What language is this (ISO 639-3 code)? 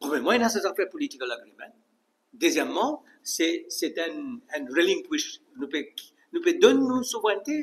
mfe